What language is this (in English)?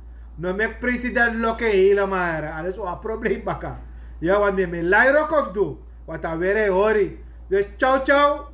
Sranan Tongo